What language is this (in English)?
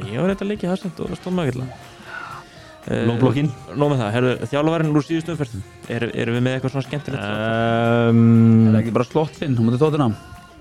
Icelandic